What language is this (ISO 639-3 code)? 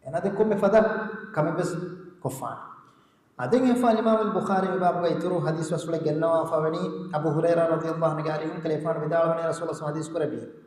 div